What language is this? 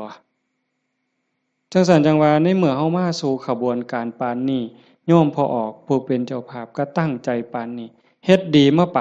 Northeastern Thai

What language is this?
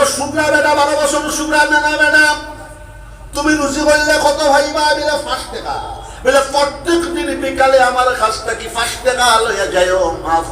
Sylheti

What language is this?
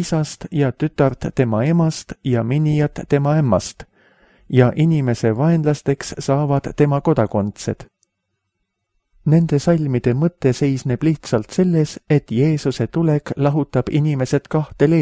Estonian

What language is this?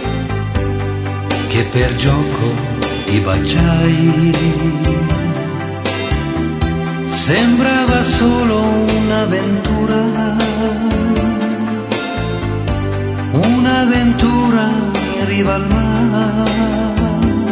Italian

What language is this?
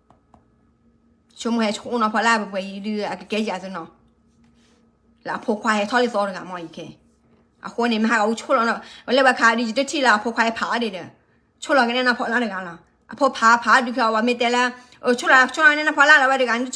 S'gaw Karen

